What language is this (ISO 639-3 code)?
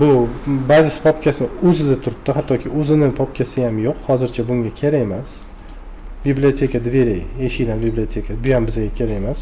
uzb